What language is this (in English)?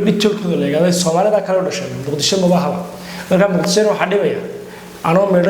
Somali